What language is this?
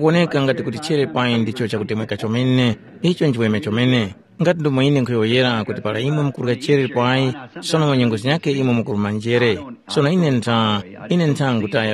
Tumbuka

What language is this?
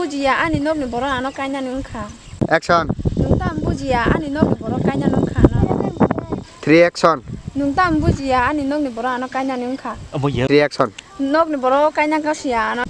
Kok Borok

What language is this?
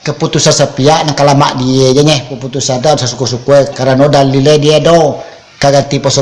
Minangkabau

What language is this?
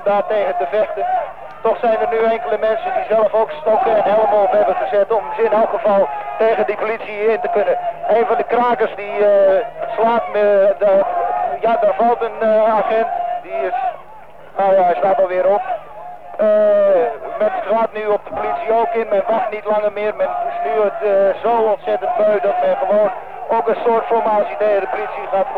Dutch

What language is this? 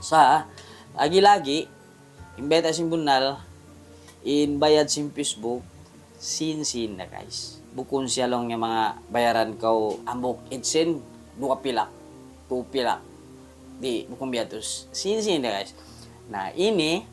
Tausug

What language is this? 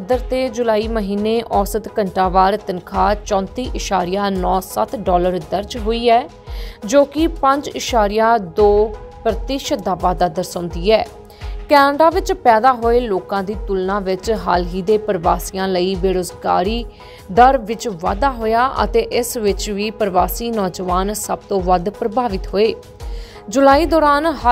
Punjabi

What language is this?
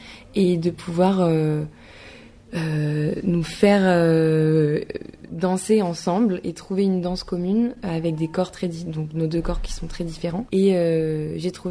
French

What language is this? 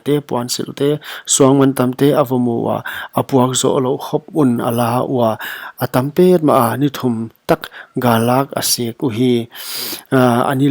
Paite Chin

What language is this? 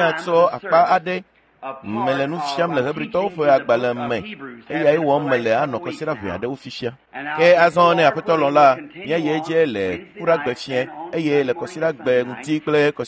Ewe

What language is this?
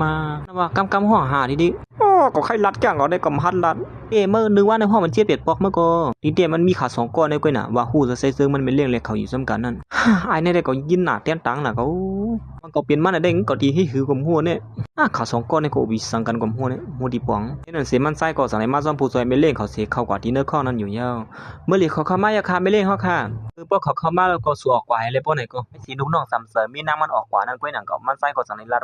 Shan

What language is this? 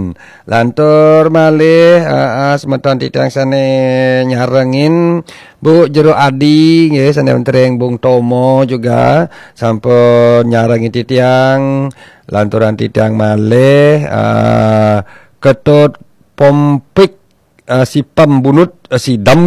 Balinese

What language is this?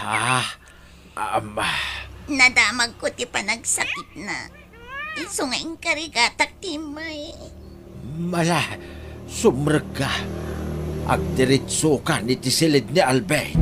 Iloko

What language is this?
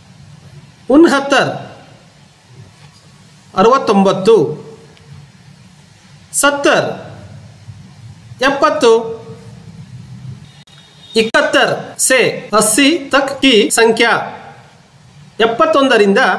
Kannada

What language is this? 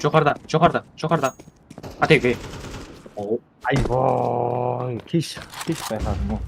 Kara-Kalpak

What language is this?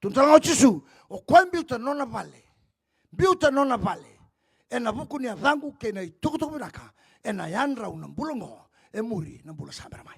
Fijian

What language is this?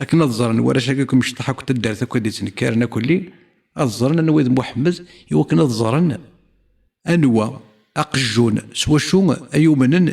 Kabyle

